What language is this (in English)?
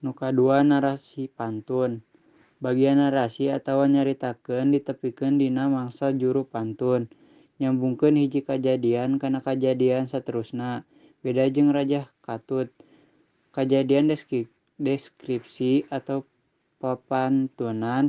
Sundanese